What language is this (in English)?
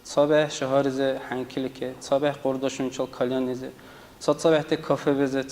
Dargwa